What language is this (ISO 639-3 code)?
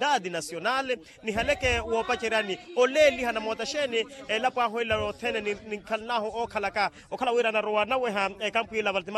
vmw